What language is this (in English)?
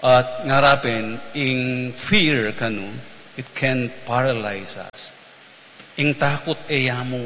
Pampanga